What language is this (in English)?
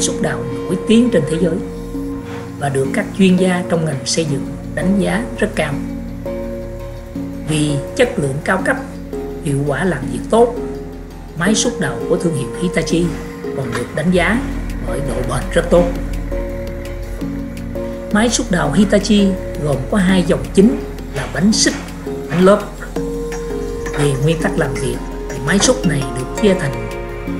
Vietnamese